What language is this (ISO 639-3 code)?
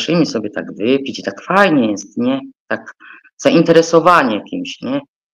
pol